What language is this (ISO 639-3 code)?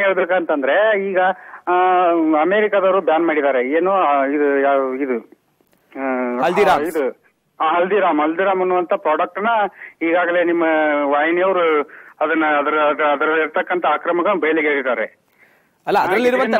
kan